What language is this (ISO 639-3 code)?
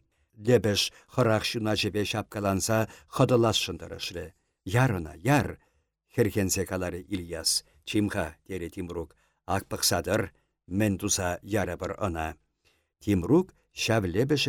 chv